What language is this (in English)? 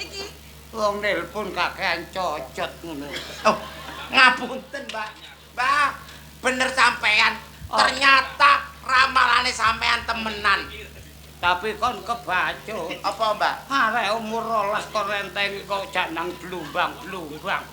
Javanese